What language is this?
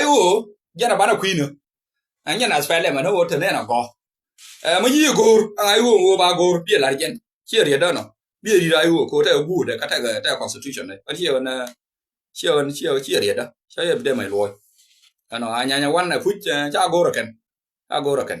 Nuer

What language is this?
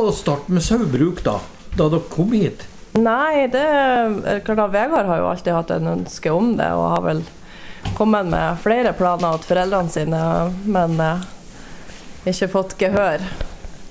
Norwegian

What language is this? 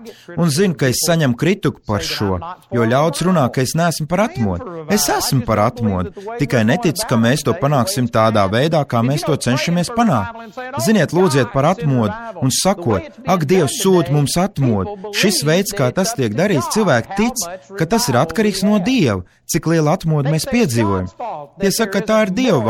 Latvian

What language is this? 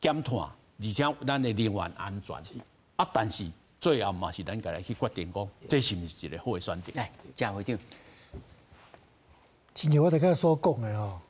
Min Nan Chinese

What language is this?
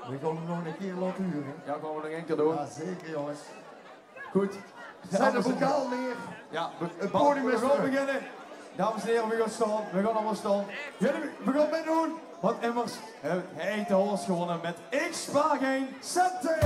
Limburgish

